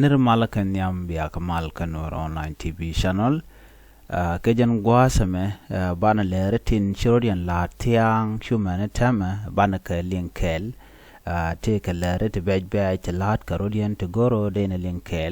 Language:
Nuer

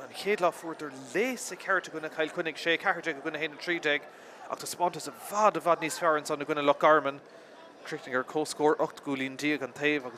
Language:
Irish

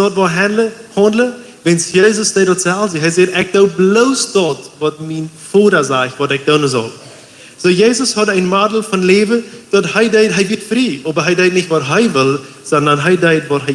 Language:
Plautdietsch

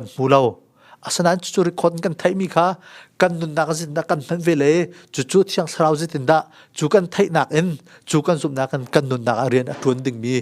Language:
Hakha Chin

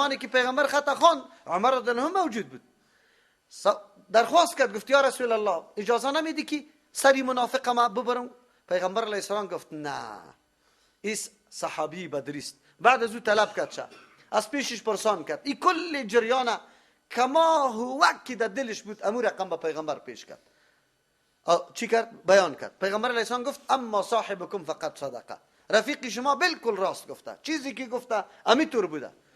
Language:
Persian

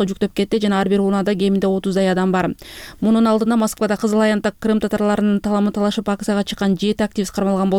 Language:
Kyrgyz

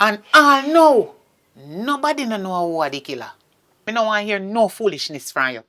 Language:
Jamaican Creole English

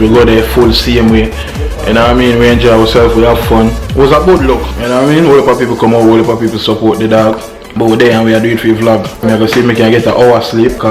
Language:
Jamaican Creole English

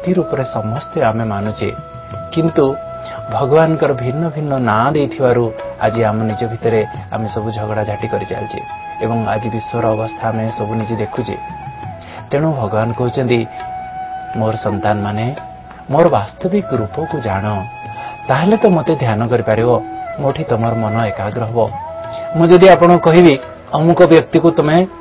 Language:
Odia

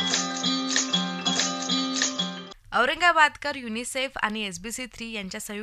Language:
Marathi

